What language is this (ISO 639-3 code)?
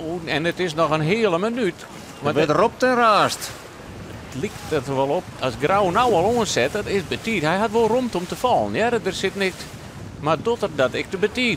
fry